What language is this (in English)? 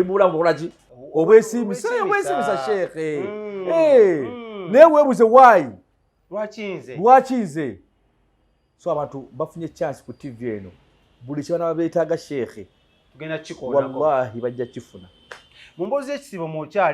Ganda